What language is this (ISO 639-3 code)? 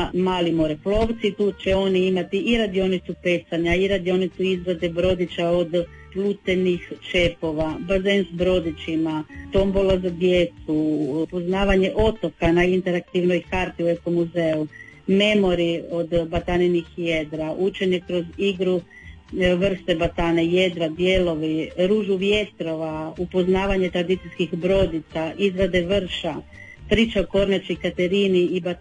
hrv